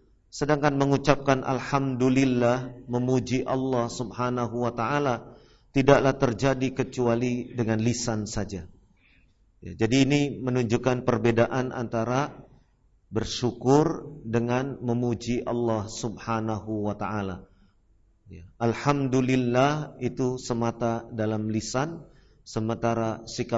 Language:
Indonesian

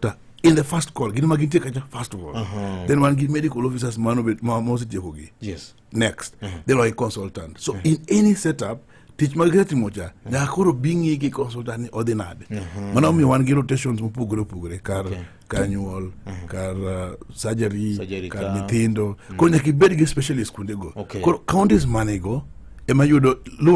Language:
Luo (Kenya and Tanzania)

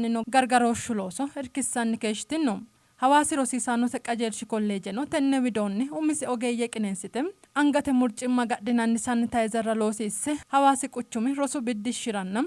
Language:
Sidamo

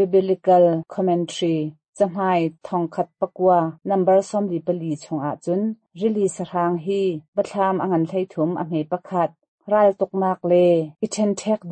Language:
Hakha Chin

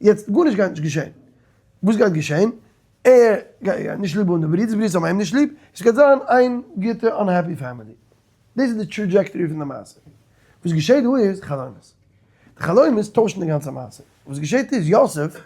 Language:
Yiddish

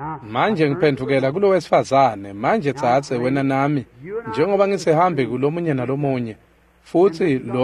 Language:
Swati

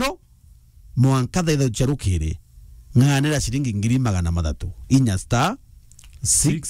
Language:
Meru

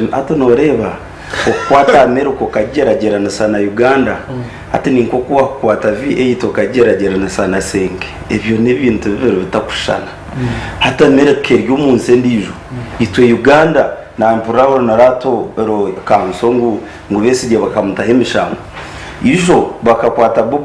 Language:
Nyankole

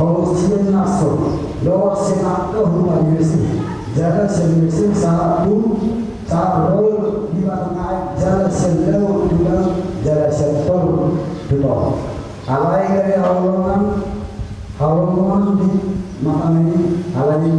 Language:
Batak Toba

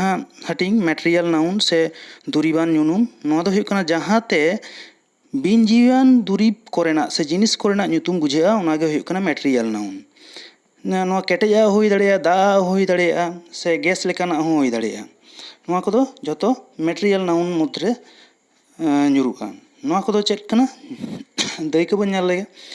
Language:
Santali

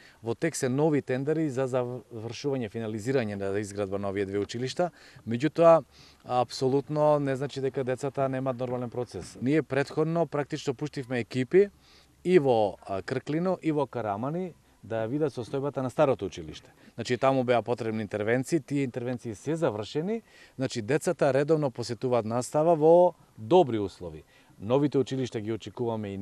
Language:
Macedonian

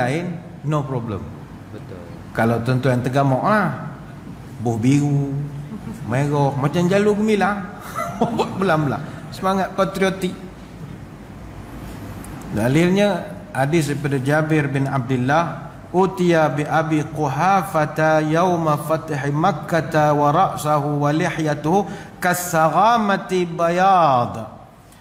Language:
Malay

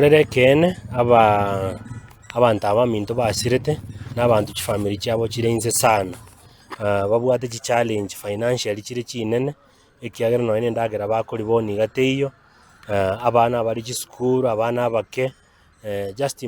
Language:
Gusii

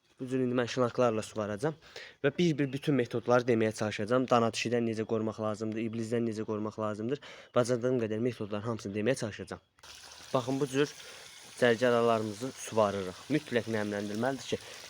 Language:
Azerbaijani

